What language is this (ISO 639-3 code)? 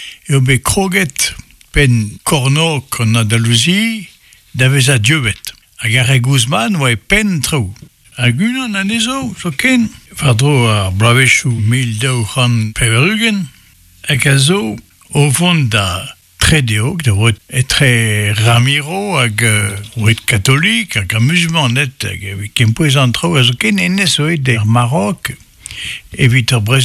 bre